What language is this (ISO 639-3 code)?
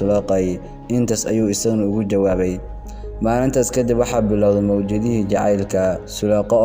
som